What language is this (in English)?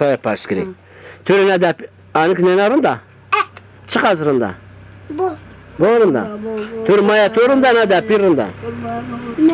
Zaza